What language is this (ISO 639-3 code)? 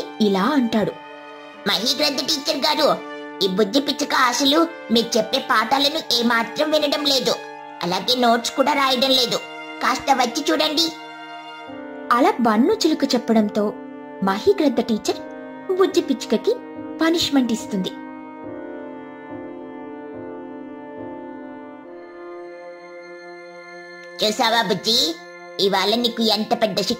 tel